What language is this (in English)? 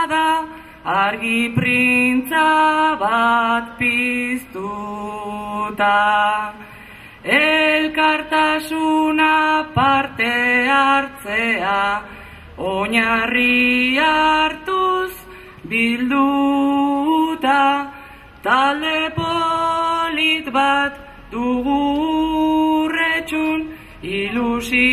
Basque